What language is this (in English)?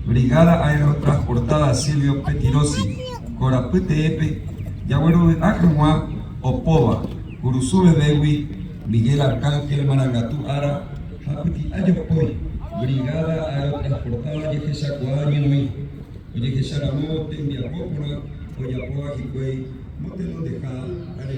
Guarani